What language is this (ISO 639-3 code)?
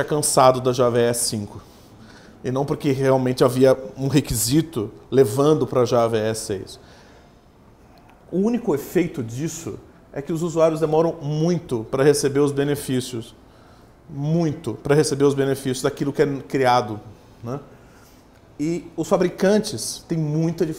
por